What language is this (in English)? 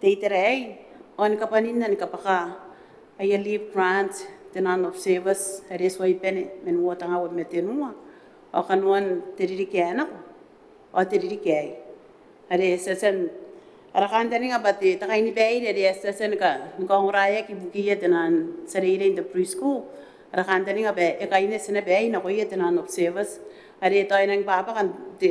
Gilbertese